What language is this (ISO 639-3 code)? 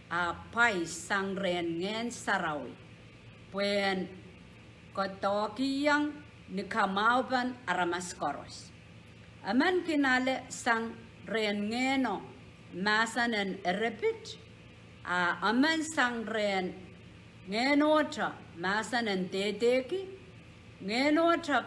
pon